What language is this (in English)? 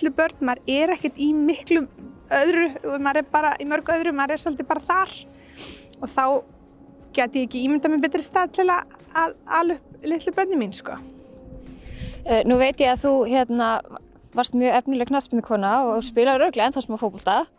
Icelandic